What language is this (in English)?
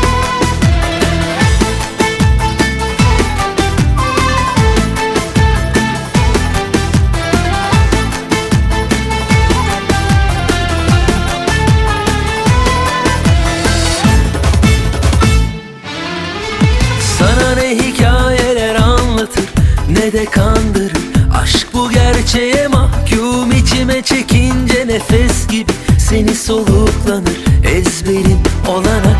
Turkish